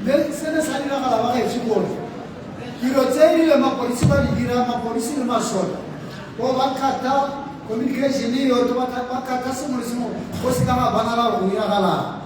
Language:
Tswana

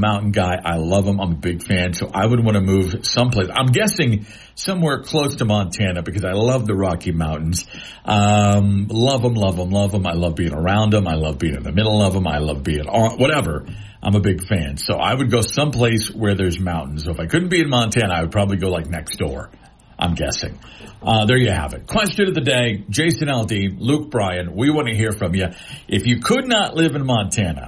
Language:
English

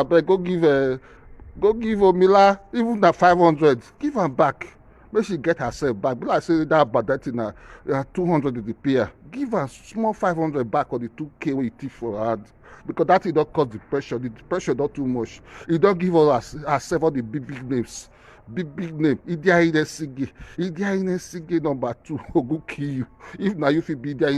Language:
Nigerian Pidgin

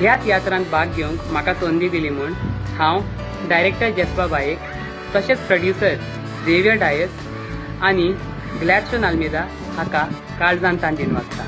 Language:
Konkani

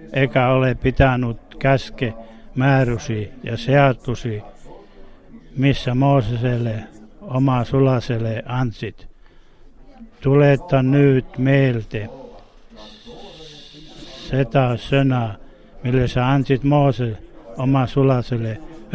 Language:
Finnish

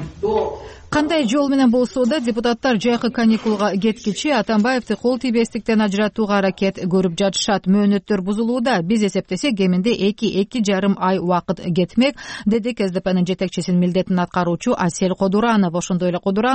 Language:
Kyrgyz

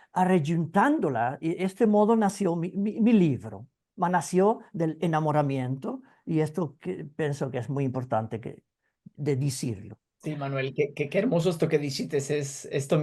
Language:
Ladino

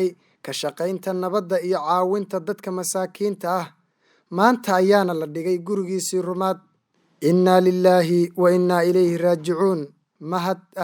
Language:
Somali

